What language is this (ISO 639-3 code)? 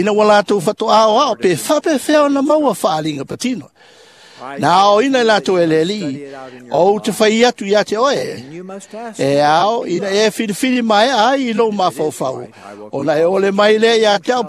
smo